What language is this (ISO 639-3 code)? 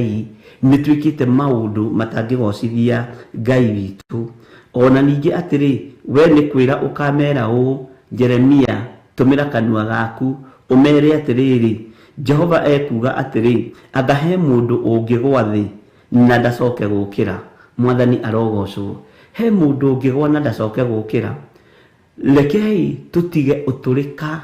kik